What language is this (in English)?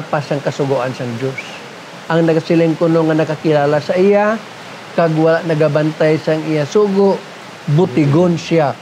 Hiligaynon